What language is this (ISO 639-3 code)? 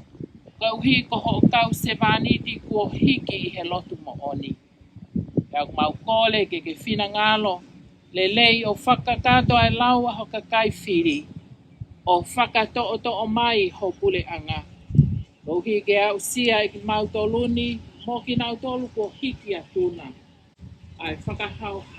ton